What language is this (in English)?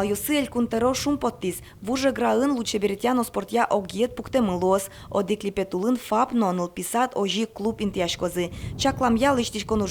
Udmurt